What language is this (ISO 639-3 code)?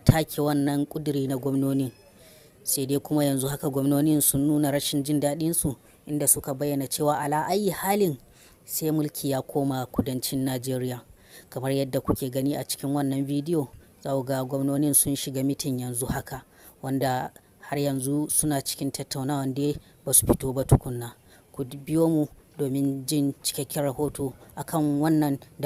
hau